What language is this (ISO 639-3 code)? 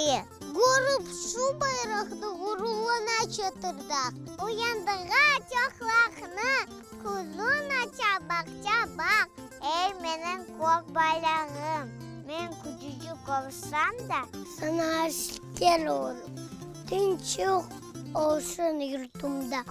crh